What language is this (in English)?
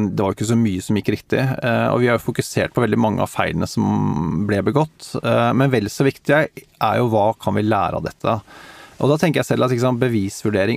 Norwegian